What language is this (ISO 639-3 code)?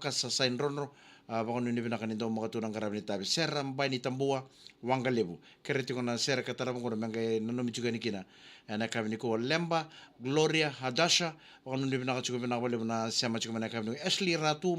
fij